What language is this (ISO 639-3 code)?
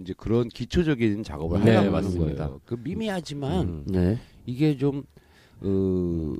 kor